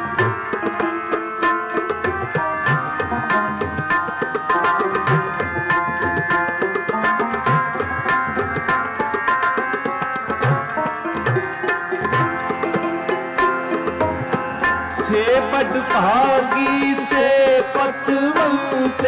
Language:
Hindi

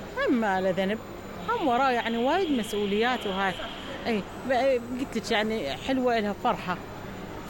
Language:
Mesopotamian Arabic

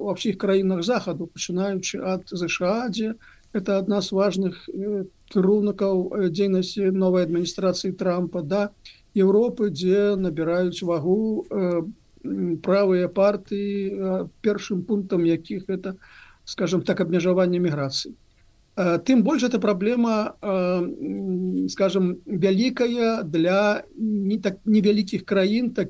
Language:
Belarusian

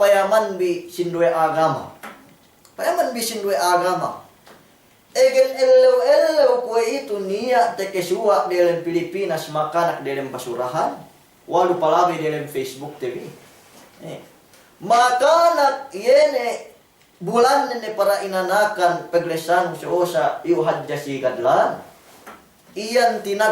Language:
Yakan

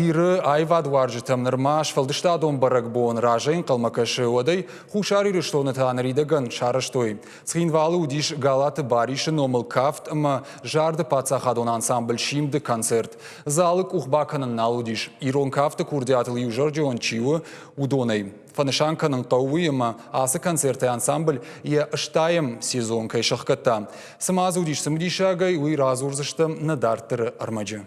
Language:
Ossetic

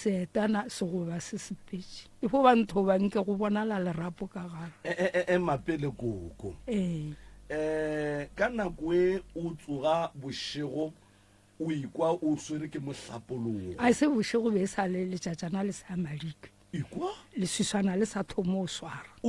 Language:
Northern Sotho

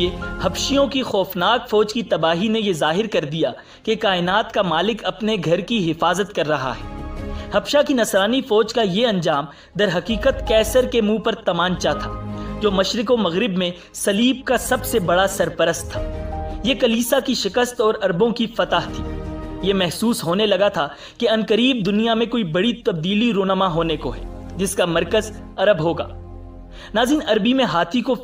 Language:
Urdu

